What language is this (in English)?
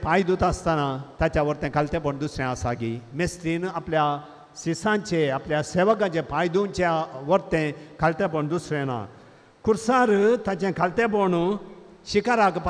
Konkani